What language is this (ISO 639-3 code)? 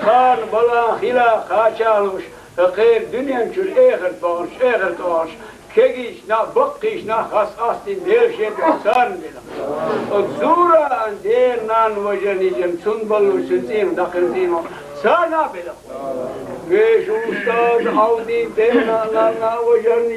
che